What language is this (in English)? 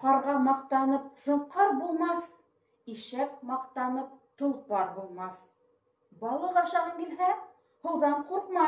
Bashkir